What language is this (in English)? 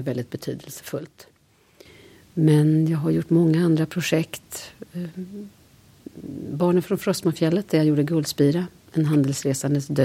Swedish